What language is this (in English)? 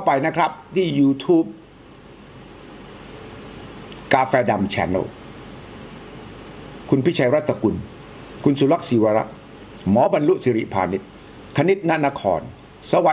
Thai